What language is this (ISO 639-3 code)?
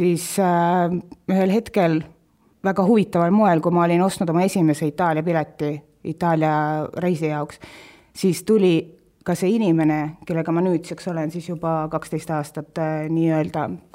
est